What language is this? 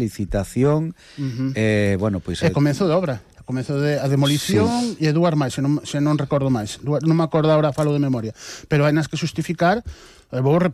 Galician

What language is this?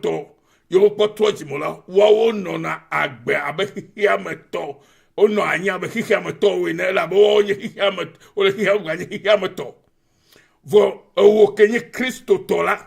Ewe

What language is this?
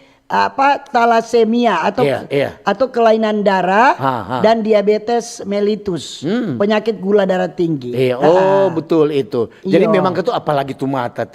Manado Malay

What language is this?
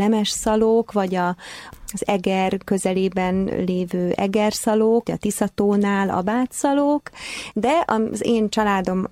Hungarian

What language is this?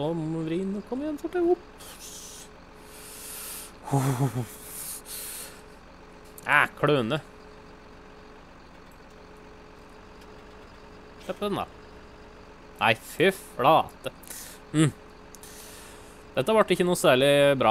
Norwegian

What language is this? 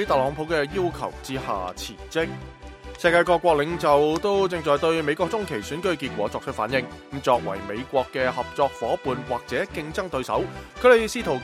Cantonese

